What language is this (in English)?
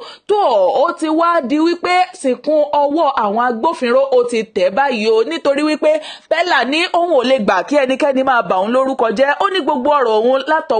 Yoruba